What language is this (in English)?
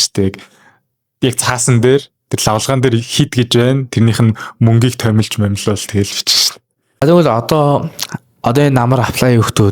Mongolian